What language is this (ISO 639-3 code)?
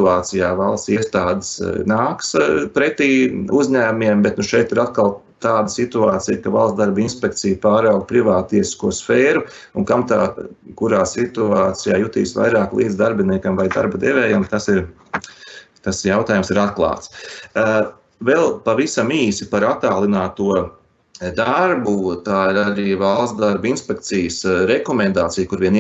lav